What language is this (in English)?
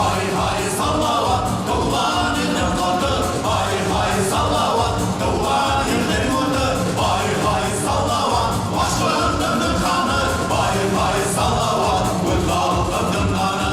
Bashkir